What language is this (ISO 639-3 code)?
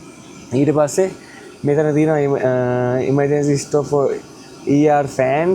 sin